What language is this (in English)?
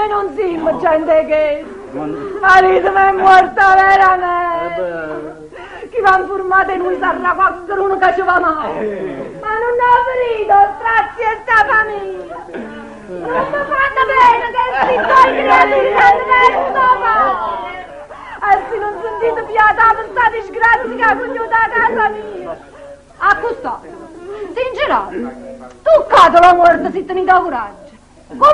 Neapolitan